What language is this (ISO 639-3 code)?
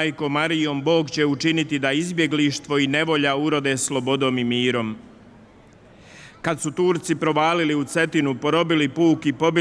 hrv